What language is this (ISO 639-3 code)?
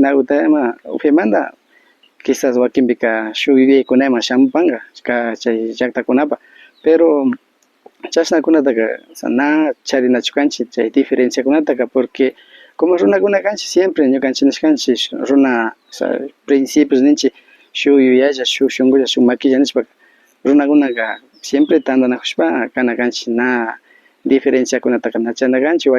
qvi